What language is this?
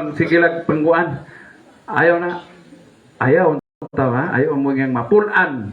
Cebuano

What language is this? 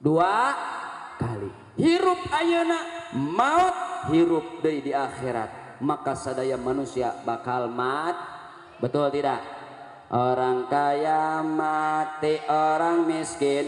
Sundanese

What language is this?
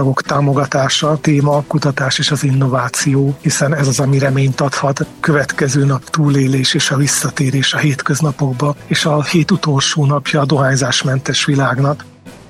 Hungarian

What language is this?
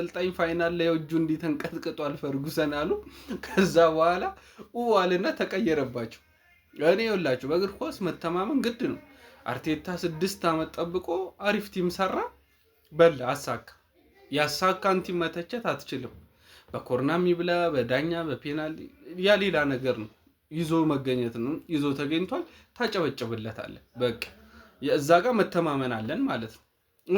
Amharic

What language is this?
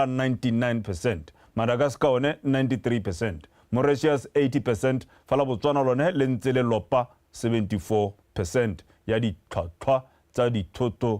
Tswana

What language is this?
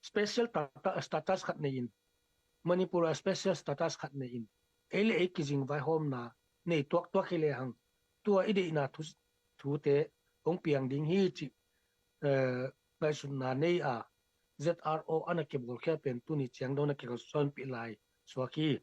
Tedim Chin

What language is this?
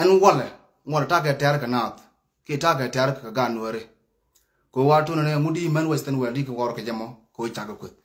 Nuer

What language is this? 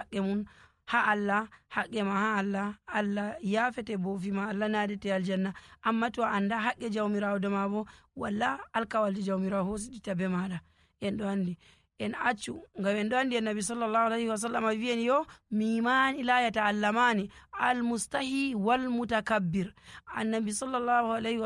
Nigerian Fulfulde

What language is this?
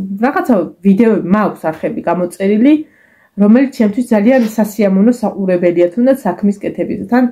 Georgian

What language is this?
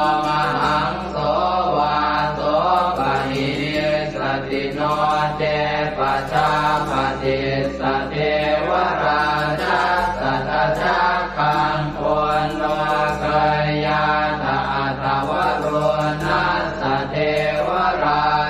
Pali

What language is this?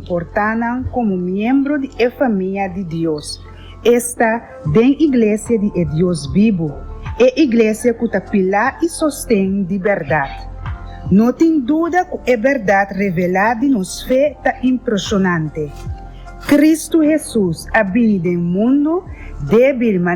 Papiamento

